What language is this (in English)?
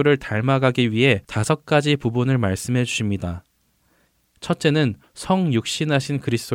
Korean